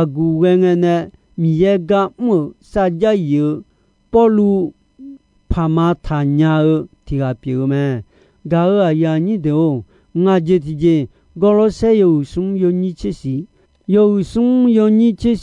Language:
Akha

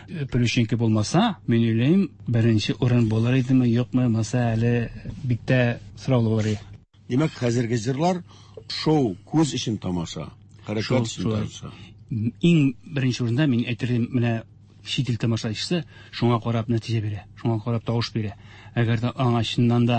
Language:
Tatar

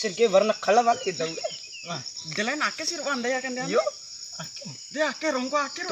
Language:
Bima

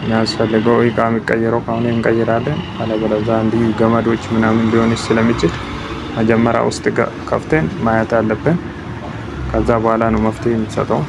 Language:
Amharic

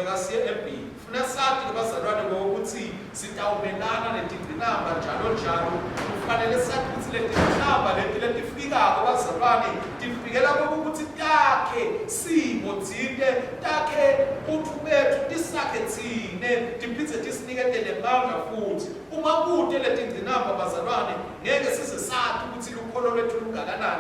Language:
Swati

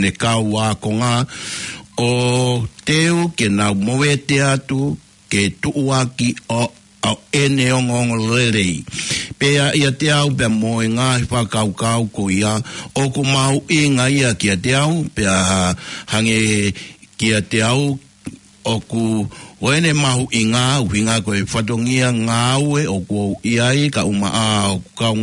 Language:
Tongan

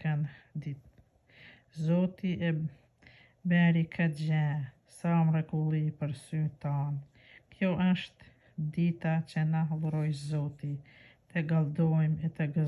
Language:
Albanian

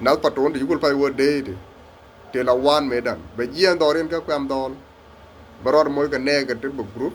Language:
Nuer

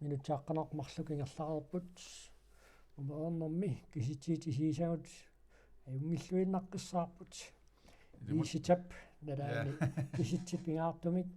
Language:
Kalaallisut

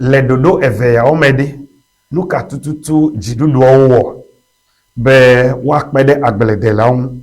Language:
Ewe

